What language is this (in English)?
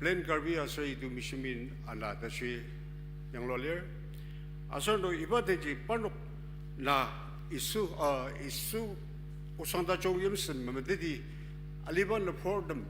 Ao Naga